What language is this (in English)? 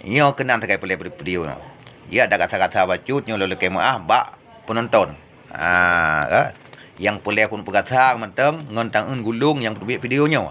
Achinese